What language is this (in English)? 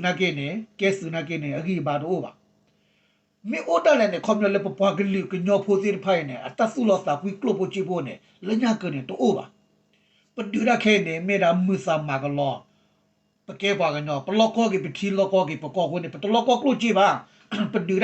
S'gaw Karen